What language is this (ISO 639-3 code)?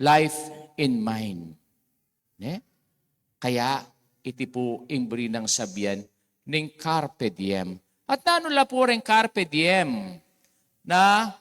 pam